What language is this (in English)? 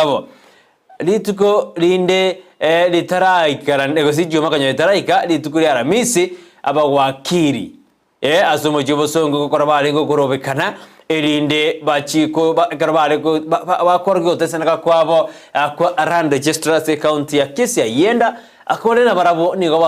Gusii